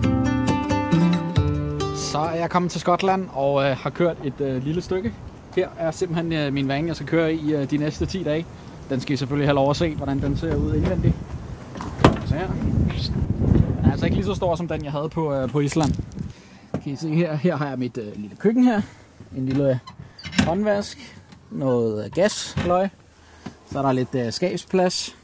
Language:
Danish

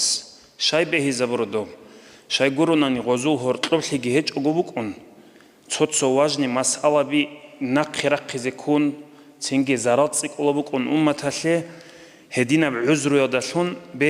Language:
Avaric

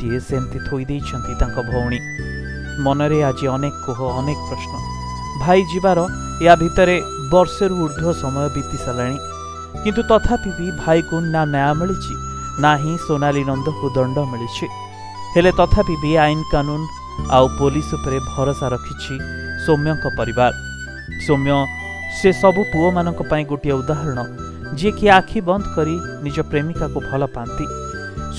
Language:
Odia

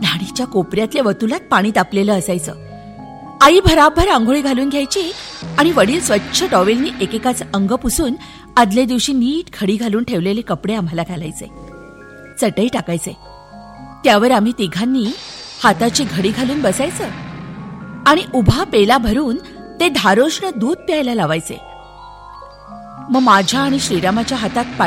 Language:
Marathi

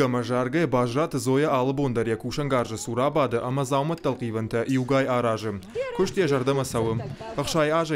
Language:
Ossetic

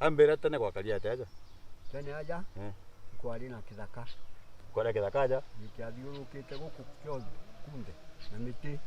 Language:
Meru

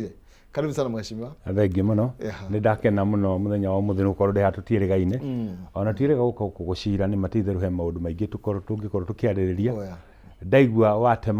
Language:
Kikuyu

